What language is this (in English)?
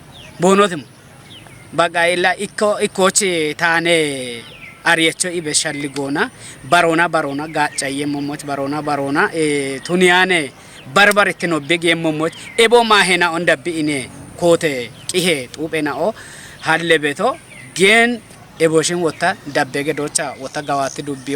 Kafa